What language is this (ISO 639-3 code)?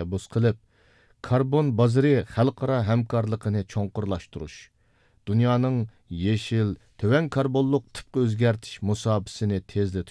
uig